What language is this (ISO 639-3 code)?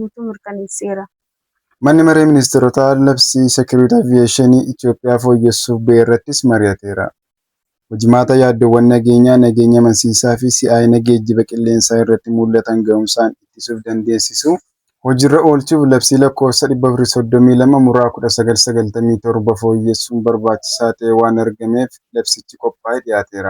orm